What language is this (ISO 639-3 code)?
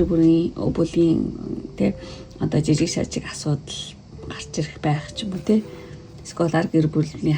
mon